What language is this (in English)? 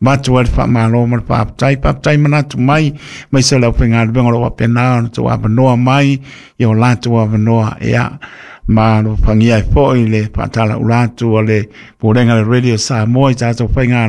Samoan